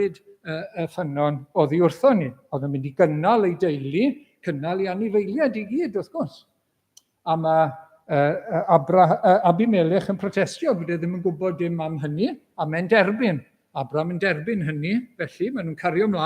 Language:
Welsh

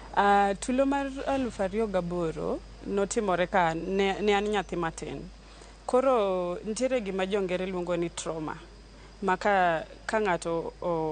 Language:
Luo (Kenya and Tanzania)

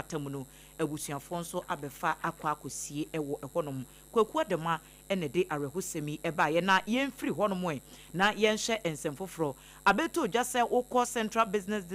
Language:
Akan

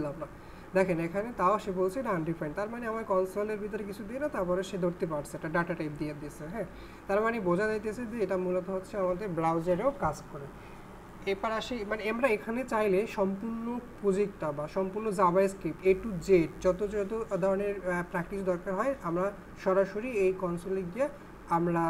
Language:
Bangla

